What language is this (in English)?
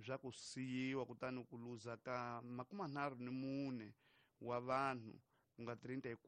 Tsonga